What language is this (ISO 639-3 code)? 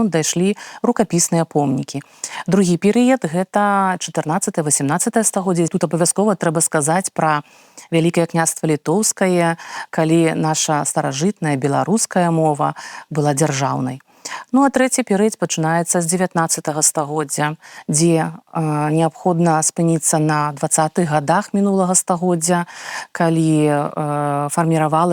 bel